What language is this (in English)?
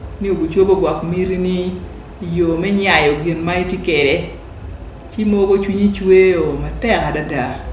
Acoli